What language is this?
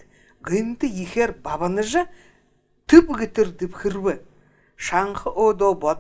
Buriat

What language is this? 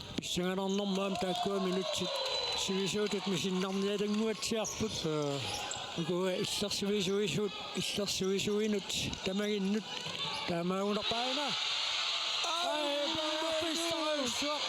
Kalaallisut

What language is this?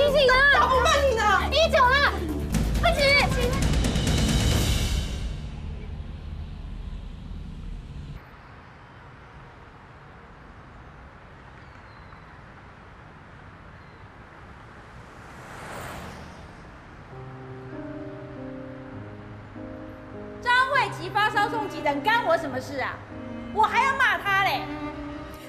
Chinese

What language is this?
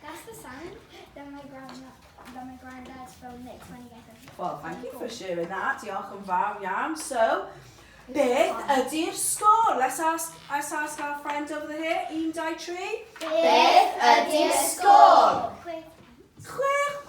Welsh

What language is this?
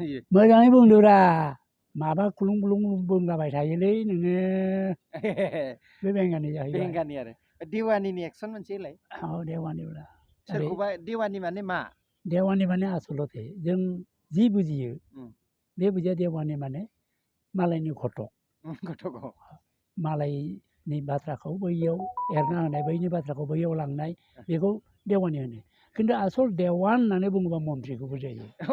Bodo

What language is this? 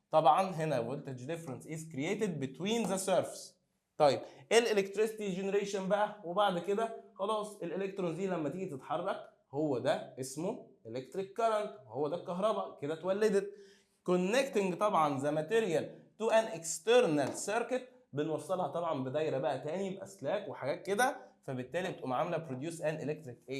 Egyptian Arabic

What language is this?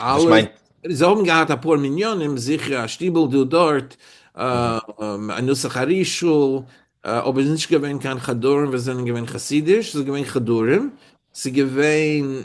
Yiddish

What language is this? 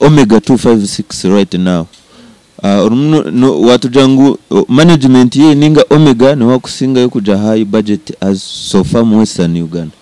Nyankole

